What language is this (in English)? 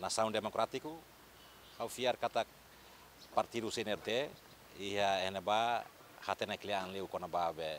Tetum